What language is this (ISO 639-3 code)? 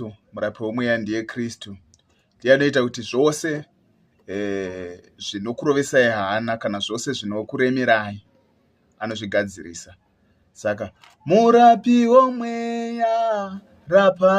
sna